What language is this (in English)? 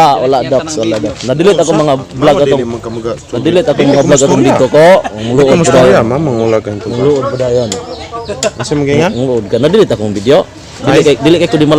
Cebuano